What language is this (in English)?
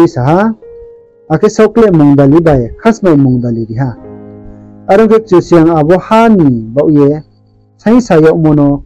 Riang (India)